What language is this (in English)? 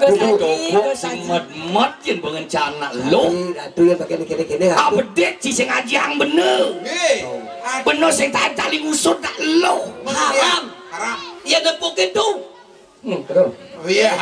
Balinese